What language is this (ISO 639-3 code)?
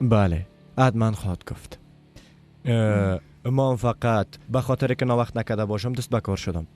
fas